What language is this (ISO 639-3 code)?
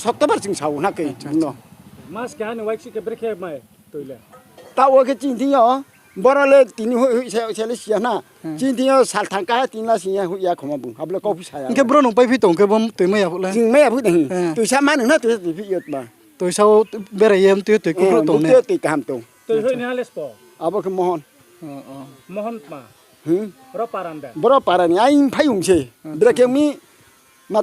ria